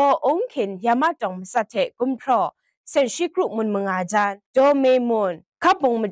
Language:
Kachin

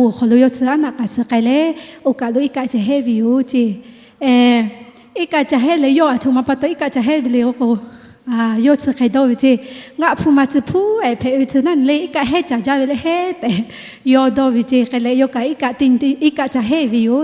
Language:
Lahu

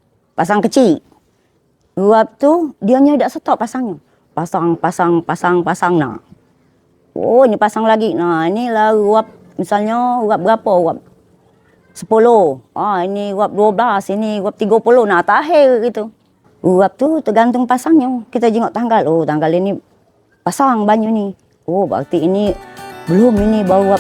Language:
Musi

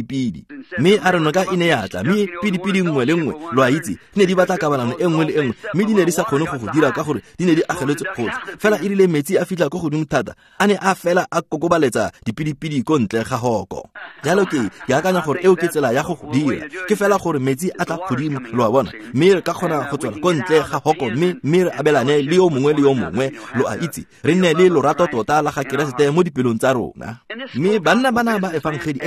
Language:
Tswana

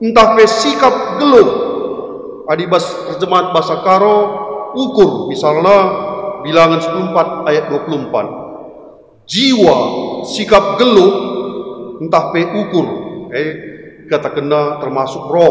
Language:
Batak Karo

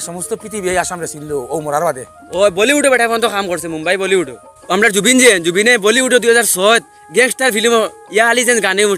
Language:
Sylheti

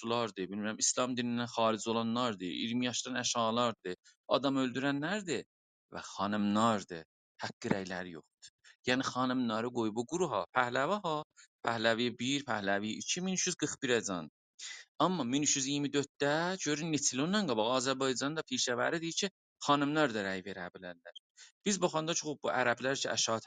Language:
South Azerbaijani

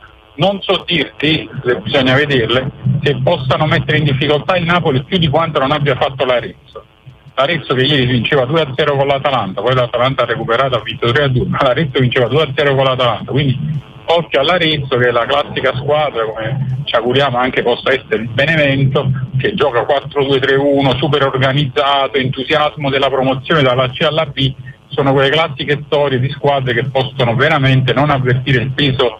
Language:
Italian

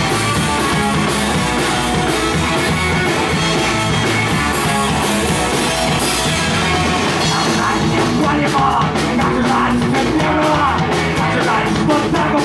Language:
Russian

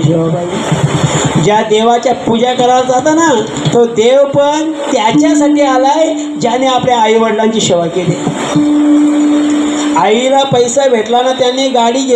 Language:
Marathi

